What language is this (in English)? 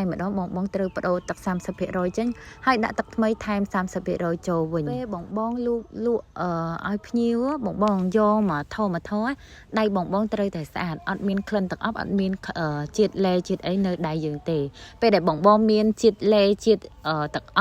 Khmer